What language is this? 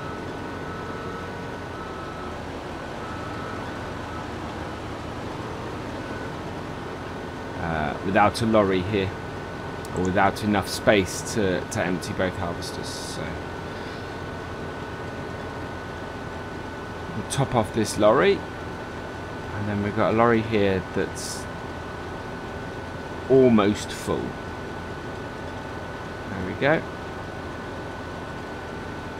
English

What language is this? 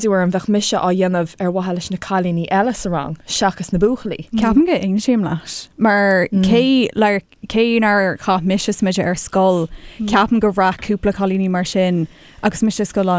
Irish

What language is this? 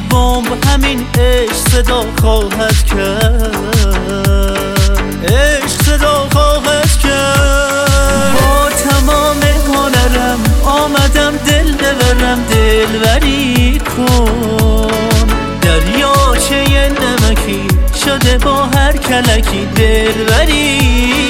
Persian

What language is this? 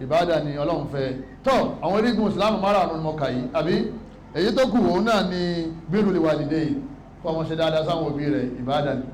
Yoruba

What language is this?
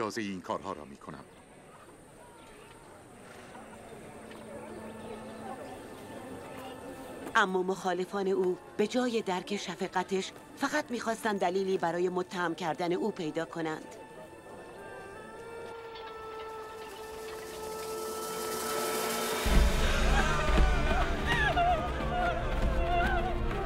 Persian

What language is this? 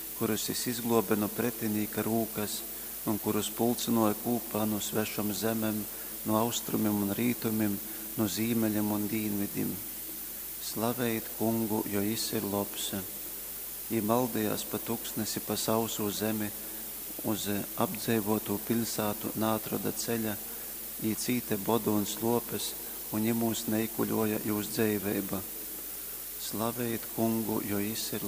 Latgalian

